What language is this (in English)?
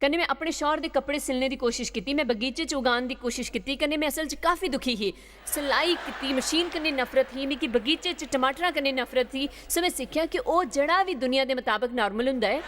Dogri